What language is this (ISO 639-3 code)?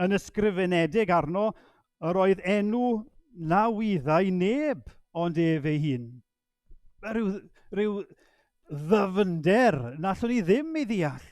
cym